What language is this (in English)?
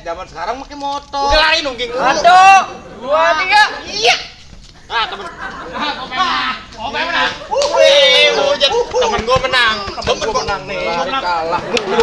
Betawi